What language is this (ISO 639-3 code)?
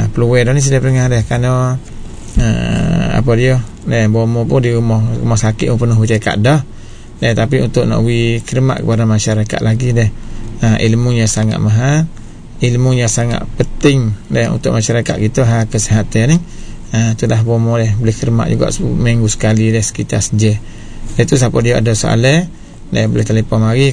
msa